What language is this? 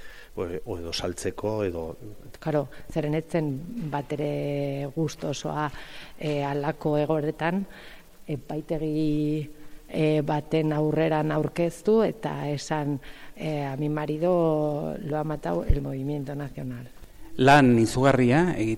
Basque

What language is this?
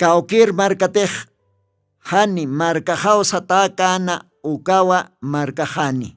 Aymara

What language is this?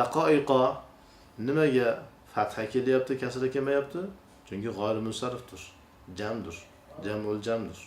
Uzbek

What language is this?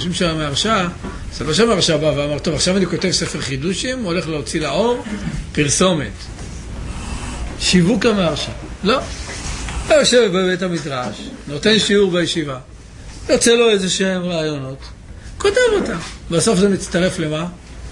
Hebrew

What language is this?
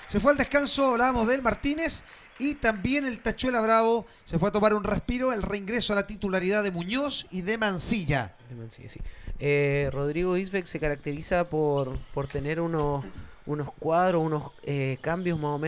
Spanish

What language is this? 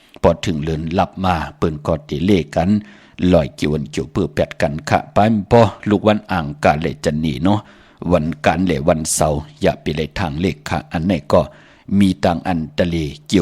Shan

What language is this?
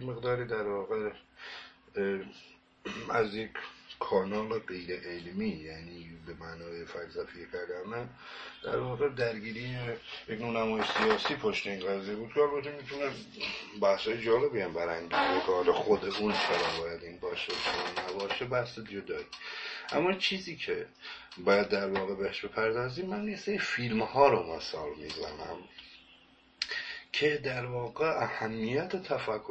Persian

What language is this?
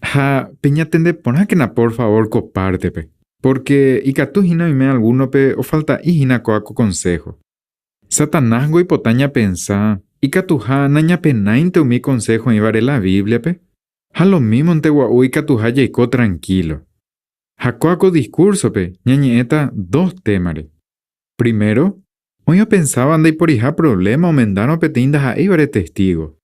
Guarani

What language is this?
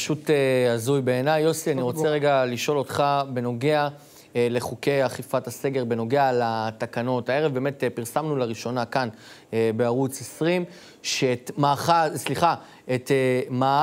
Hebrew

